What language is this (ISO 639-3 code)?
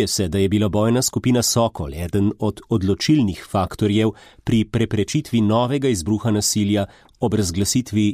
slv